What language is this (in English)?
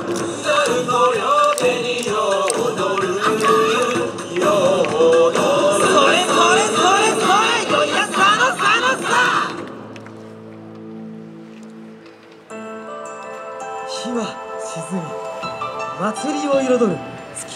Japanese